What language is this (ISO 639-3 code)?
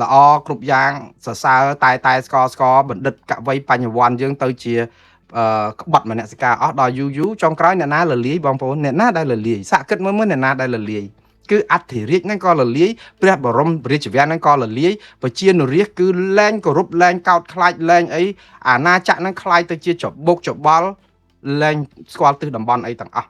khm